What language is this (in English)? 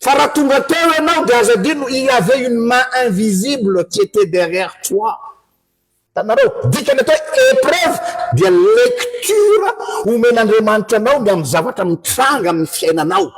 Malagasy